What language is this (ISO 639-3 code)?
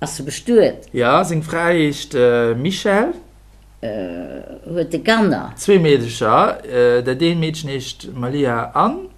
ltz